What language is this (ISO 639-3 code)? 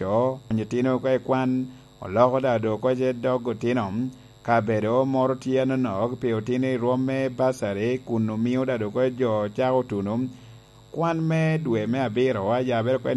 laj